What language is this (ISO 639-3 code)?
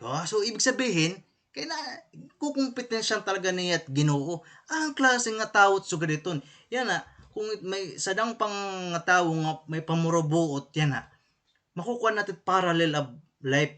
war